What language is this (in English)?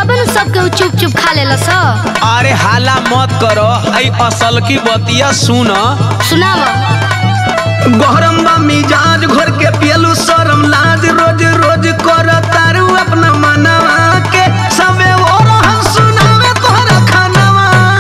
Bhojpuri